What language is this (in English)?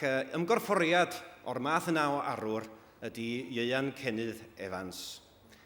Welsh